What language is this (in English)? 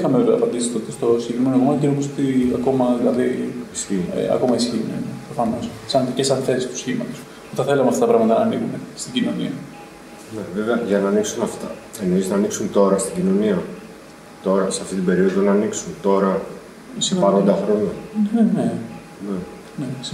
Greek